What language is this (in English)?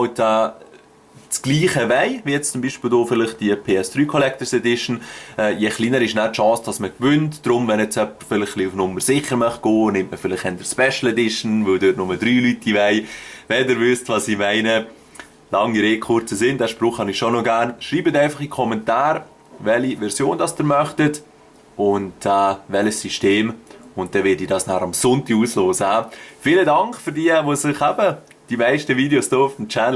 Swiss German